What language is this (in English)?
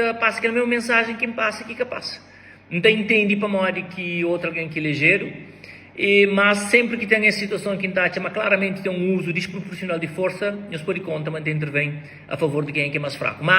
Kabuverdianu